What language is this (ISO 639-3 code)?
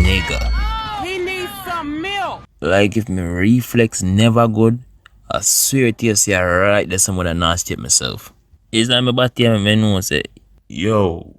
jam